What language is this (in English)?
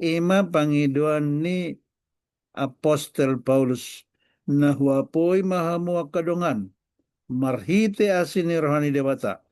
Batak Toba